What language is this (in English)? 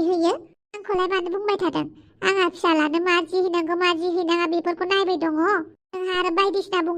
Bodo